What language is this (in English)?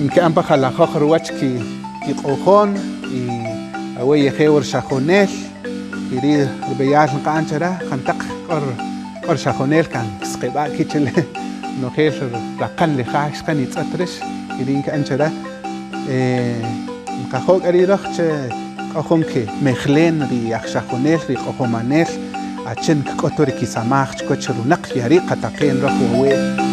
Kaqchikel